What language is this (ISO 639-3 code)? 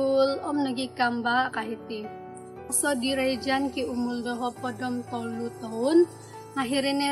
dtp